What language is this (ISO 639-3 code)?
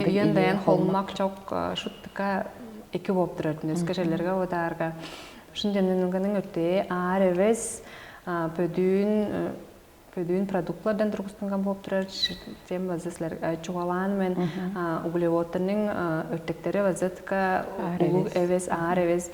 tyv